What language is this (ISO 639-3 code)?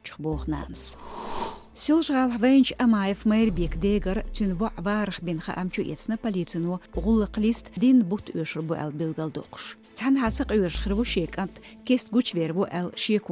che